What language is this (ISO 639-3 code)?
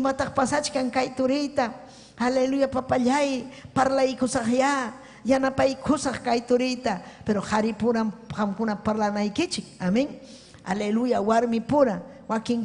quy